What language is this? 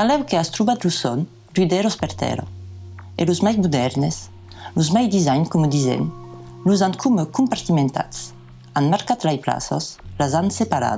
Occitan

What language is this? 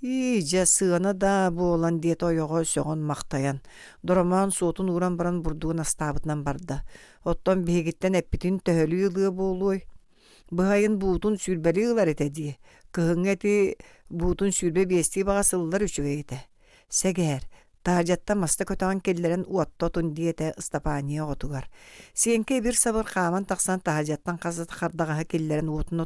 Yakut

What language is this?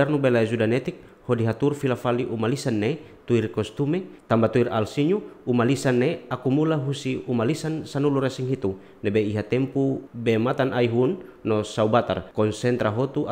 Tetum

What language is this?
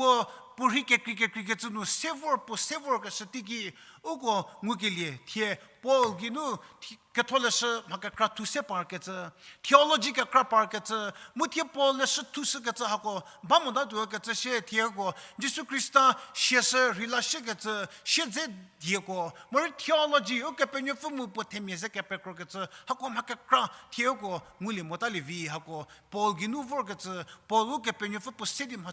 Angami Naga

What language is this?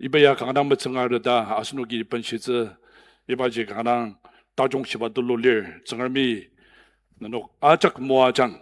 Ao Naga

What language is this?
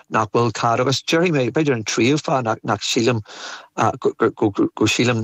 Irish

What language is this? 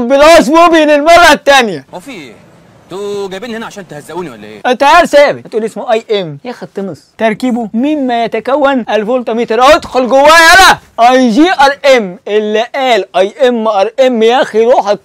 Egyptian Arabic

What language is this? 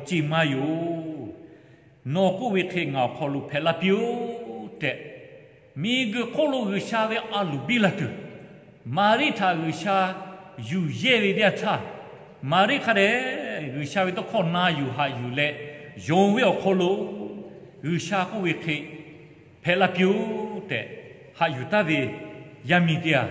Lahu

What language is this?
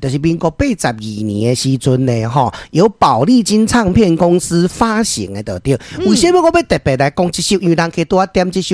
Min Nan Chinese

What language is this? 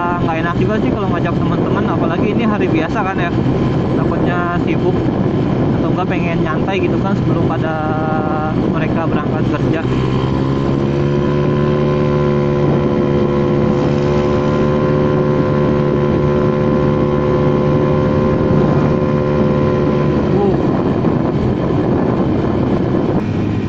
Indonesian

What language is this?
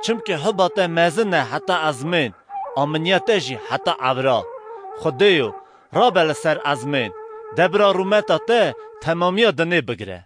Kurdish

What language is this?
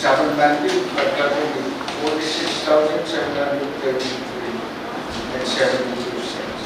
Pohnpeian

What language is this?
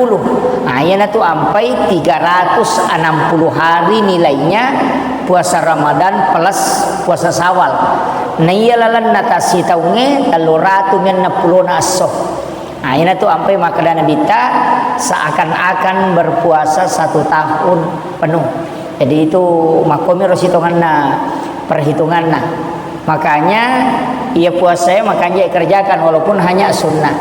Buginese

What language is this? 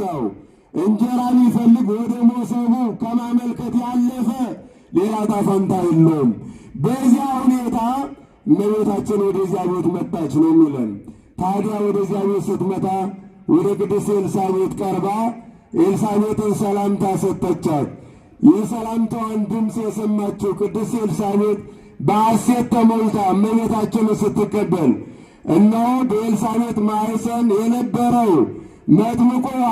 Amharic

